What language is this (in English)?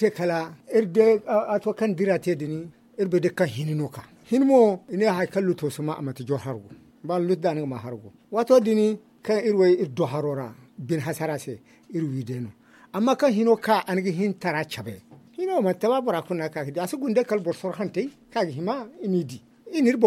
Zarma